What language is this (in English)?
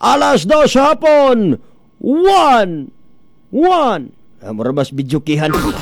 Cebuano